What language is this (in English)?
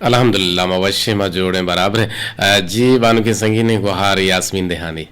Eastern Balochi